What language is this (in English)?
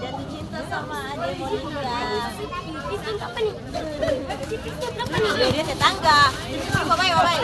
Ambonese Malay